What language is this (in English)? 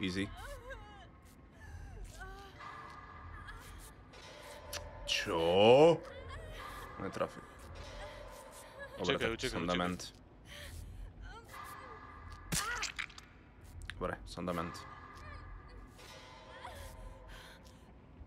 Slovak